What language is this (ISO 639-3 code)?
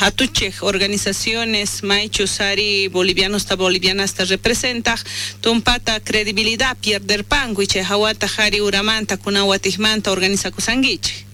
quh